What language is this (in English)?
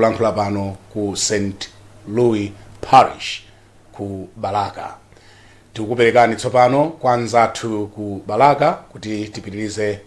Nyanja